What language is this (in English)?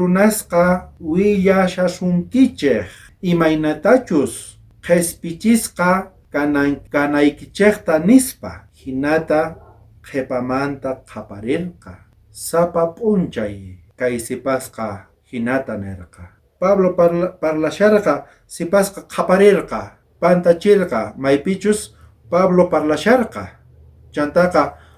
South Bolivian Quechua